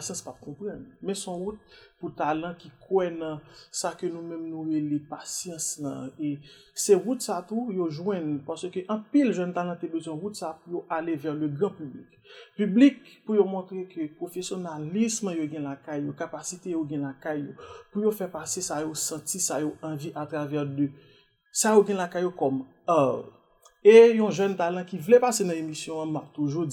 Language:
Haitian Creole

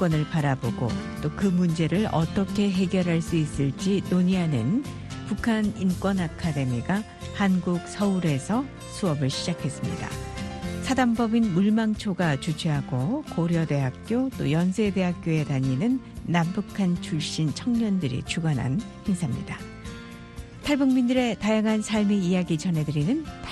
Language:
Korean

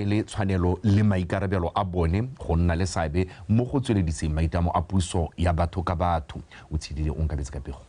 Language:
Tswana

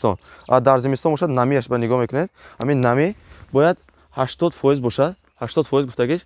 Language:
Tajik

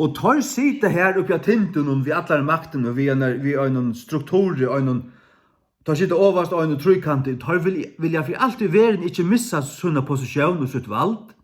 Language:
Faroese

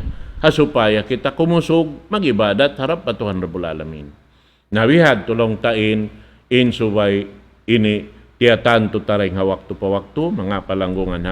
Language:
Tausug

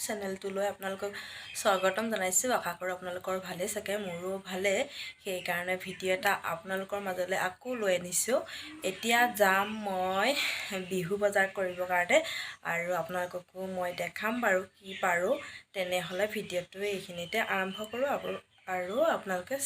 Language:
Assamese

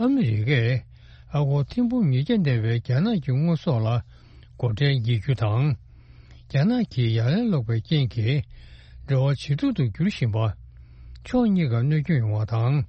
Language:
Tibetan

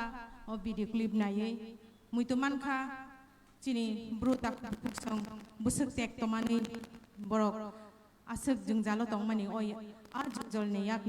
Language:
Kok Borok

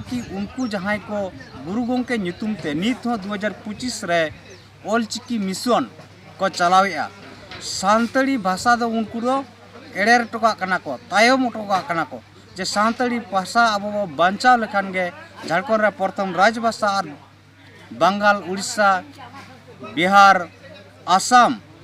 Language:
Santali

